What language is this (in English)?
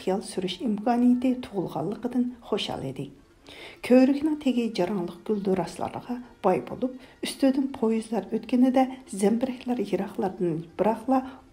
Uyghur